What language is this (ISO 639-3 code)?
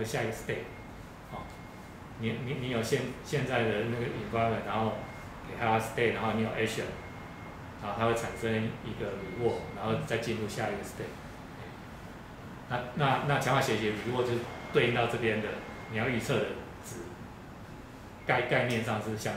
zho